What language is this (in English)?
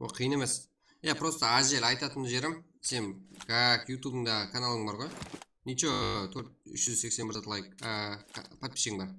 Kara-Kalpak